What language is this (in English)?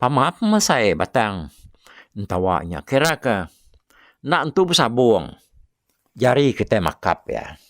Iban